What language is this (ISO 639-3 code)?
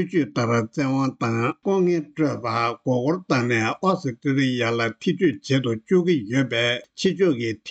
bod